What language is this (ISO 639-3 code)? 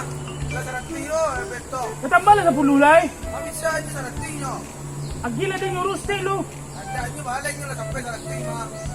min